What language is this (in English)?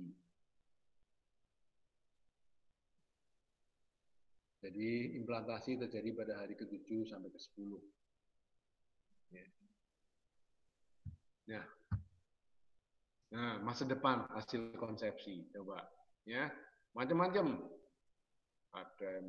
Indonesian